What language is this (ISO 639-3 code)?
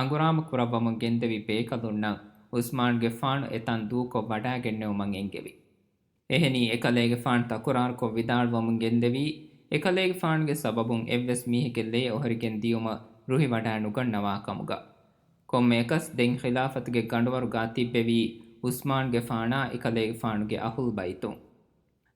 div